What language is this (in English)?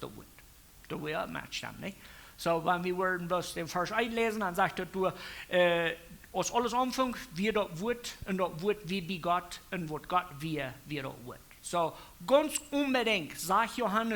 Plautdietsch